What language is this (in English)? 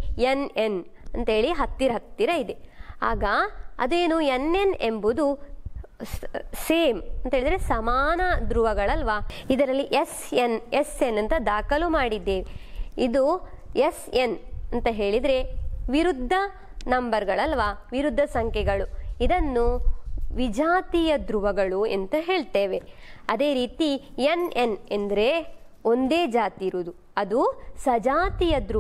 Kannada